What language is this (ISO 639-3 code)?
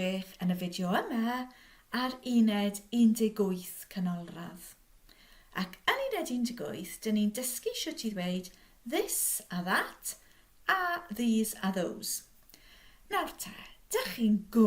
cym